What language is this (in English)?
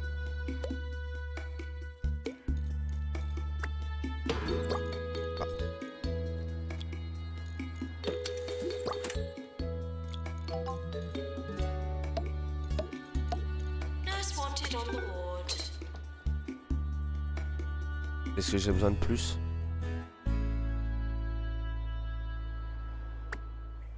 French